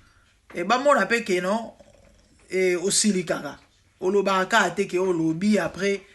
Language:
Lingala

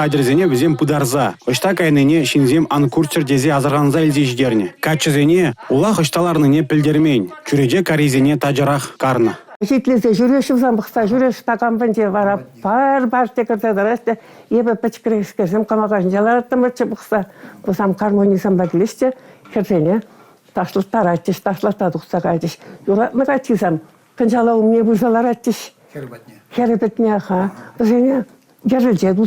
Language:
Chuvash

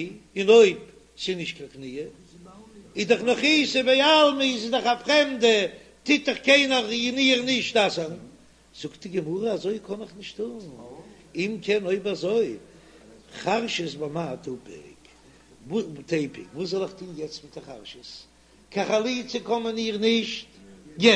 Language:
Yiddish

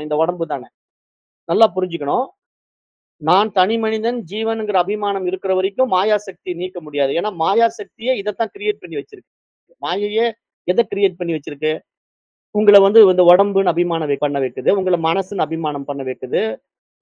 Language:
Tamil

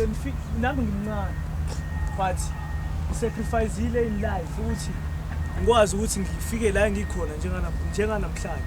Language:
Zulu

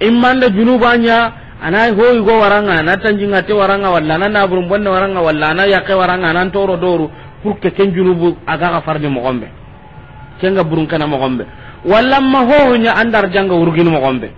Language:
Soninke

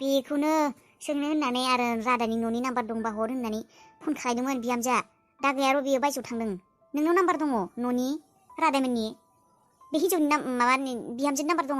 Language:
Bodo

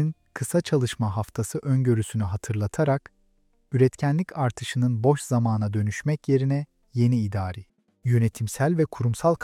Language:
Turkish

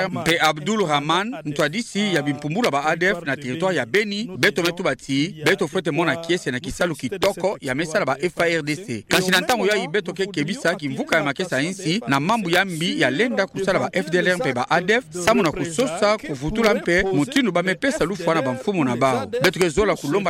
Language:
Kituba (Democratic Republic of Congo)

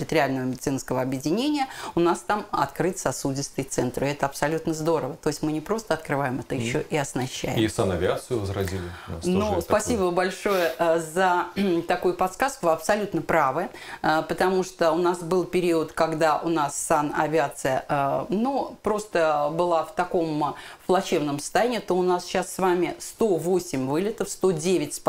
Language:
Russian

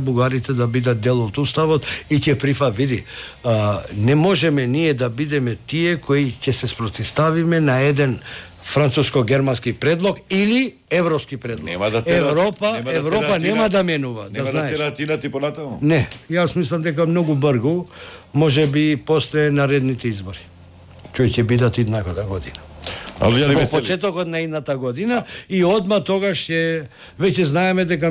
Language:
Macedonian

